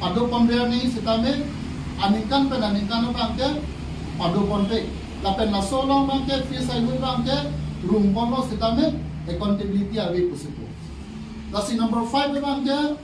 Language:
Karbi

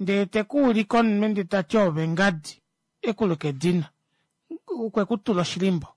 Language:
Kuanyama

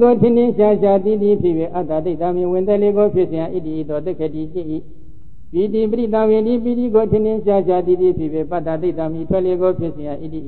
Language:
Burmese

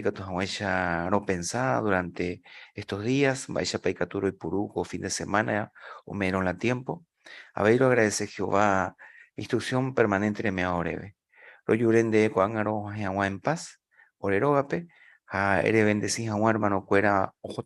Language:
Guarani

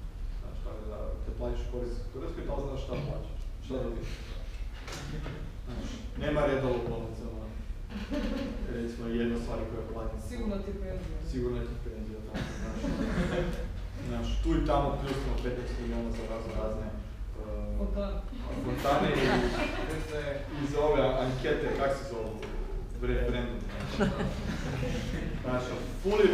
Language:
Croatian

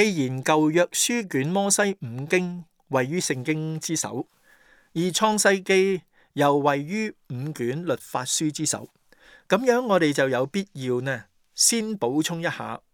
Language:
Cantonese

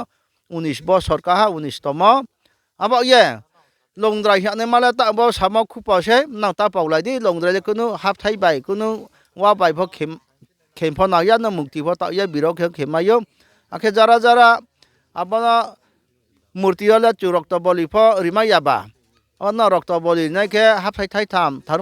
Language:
Riang (India)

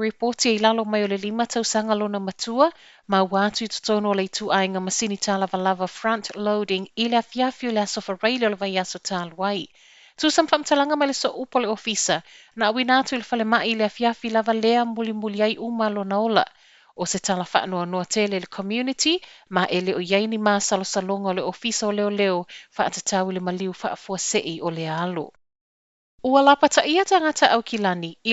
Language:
Samoan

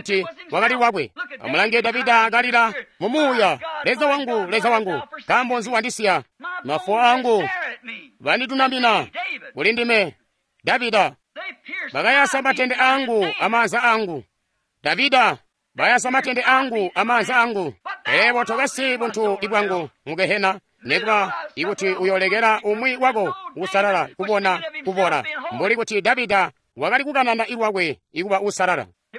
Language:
Tonga (Zambia)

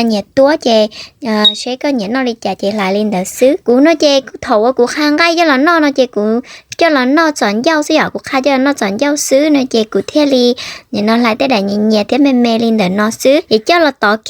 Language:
Hmong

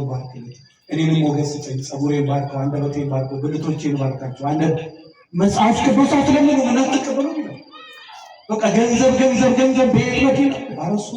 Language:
Amharic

